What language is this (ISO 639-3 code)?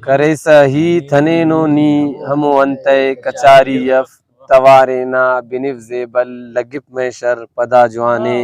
brh